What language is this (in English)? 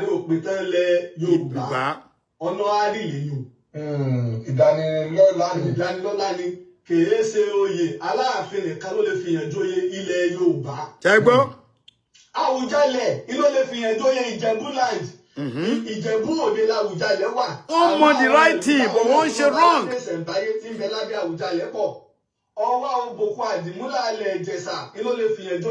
Yoruba